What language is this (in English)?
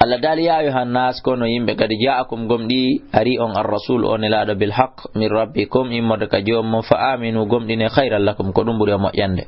Fula